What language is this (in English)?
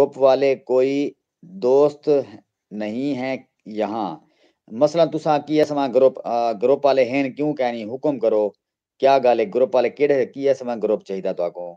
Saraiki